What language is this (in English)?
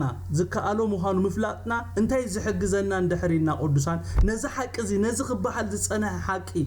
Tigrinya